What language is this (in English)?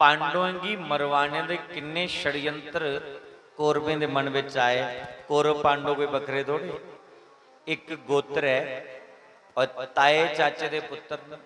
Dogri